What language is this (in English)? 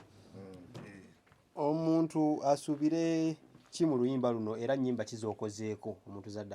Ganda